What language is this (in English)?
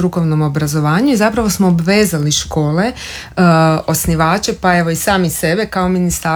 Croatian